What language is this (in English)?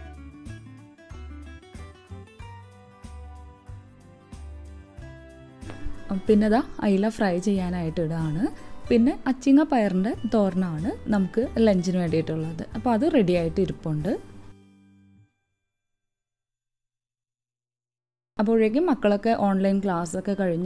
Malayalam